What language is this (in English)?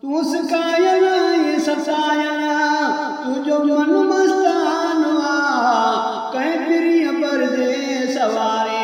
Saraiki